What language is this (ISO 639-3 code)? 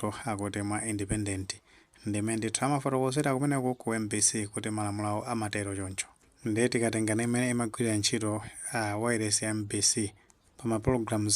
nya